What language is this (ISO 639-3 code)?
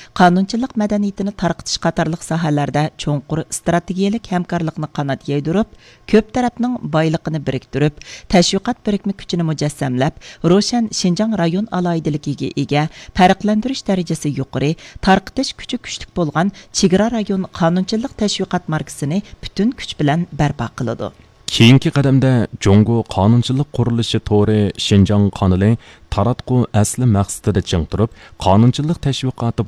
uig